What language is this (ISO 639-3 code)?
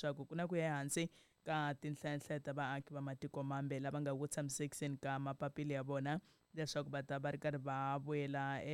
tso